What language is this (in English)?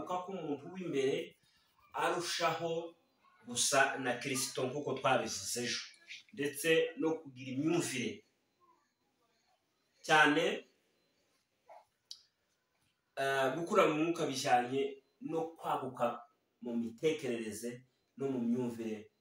Kinyarwanda